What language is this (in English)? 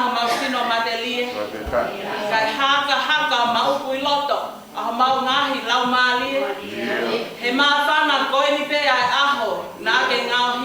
Tongan